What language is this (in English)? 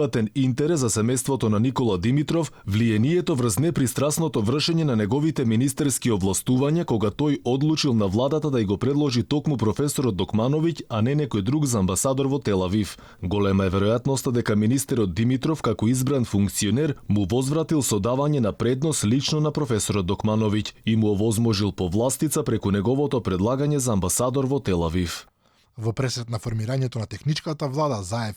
Macedonian